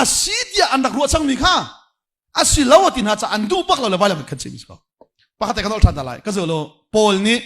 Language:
Hakha Chin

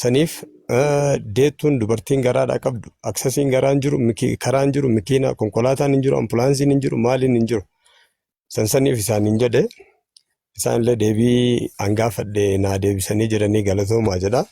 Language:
Oromo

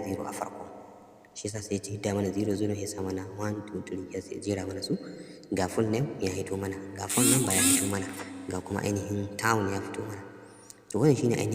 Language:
Hausa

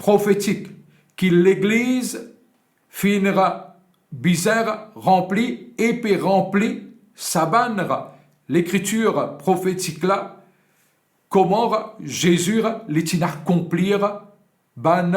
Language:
Morisyen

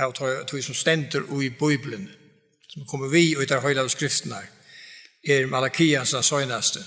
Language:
Faroese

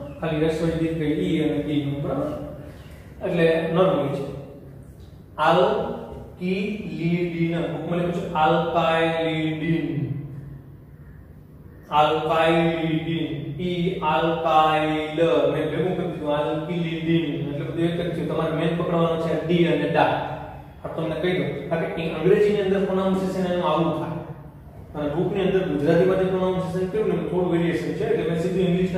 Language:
Gujarati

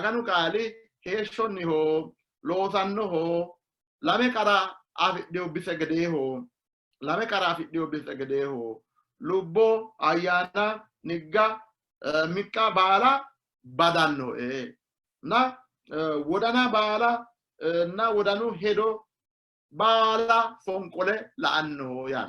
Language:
Sidamo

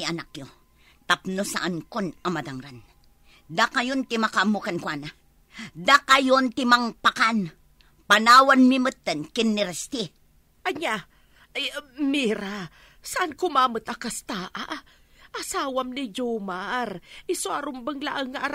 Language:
Iloko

